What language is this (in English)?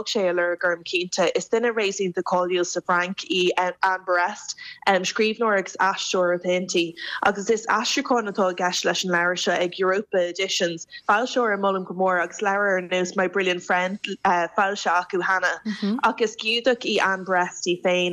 Irish